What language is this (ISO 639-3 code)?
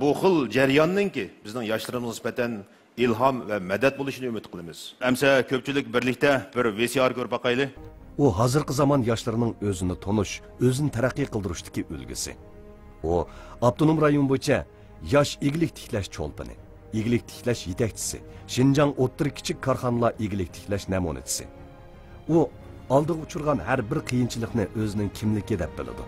uig